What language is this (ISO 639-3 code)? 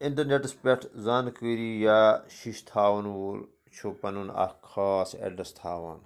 kas